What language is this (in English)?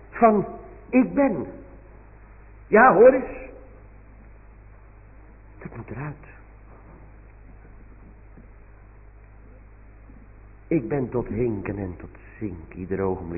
Dutch